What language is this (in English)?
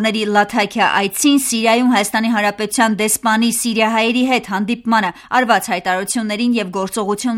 Armenian